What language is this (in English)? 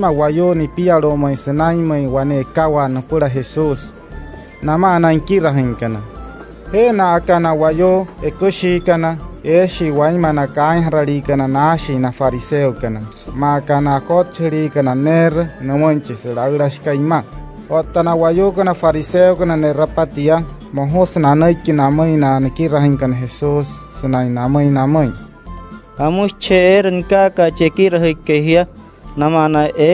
Wayuu